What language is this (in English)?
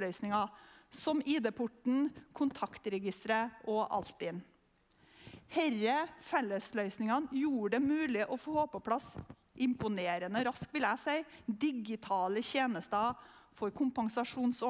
Norwegian